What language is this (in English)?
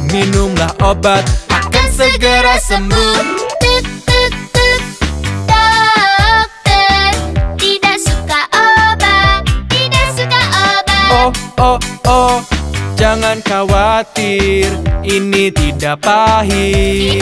Indonesian